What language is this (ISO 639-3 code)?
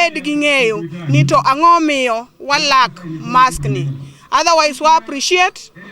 luo